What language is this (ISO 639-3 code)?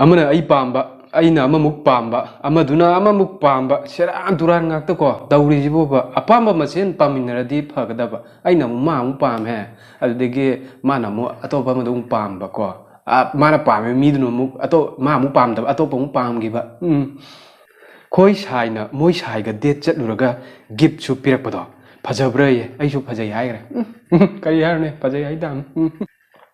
mni